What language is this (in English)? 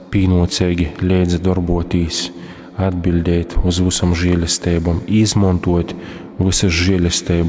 Latgalian